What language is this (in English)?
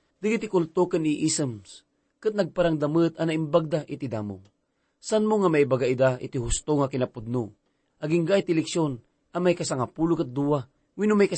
Iloko